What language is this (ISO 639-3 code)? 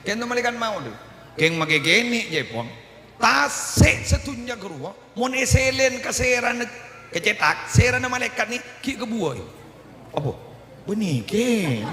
mad